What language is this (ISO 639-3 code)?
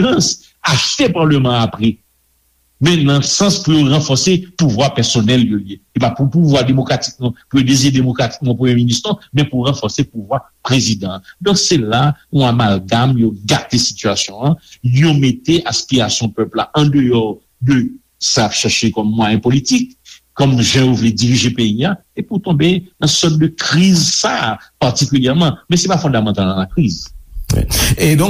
hat